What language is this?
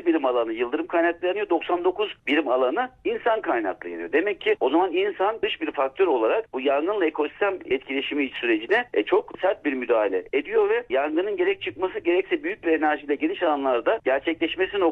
Turkish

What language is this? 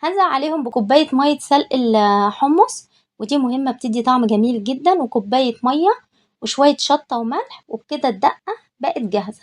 Egyptian Arabic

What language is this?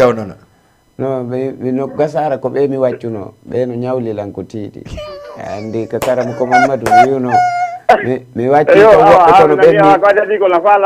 Fula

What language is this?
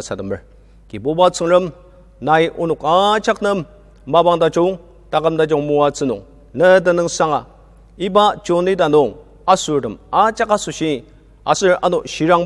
Ao Naga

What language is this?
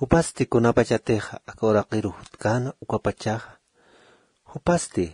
Aymara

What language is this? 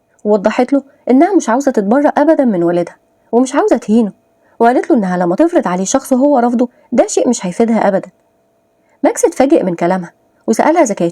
Egyptian Arabic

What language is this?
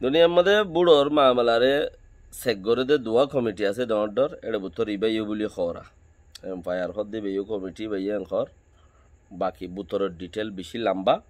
Rohingya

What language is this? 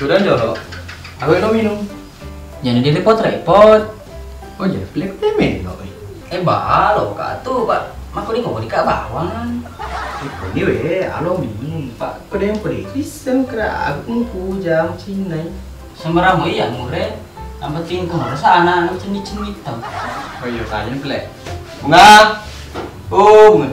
Buginese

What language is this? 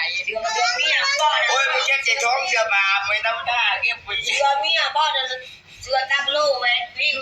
Lao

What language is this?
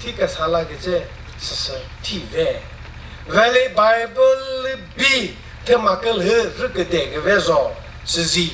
Chokri Naga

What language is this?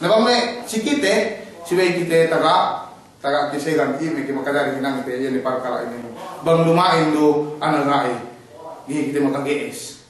Yakan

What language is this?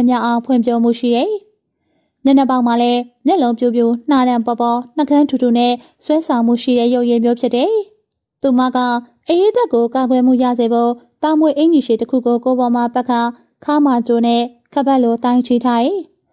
Burmese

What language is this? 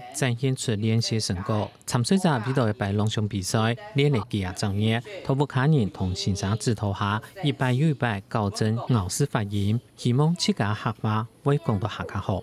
Hakka Chinese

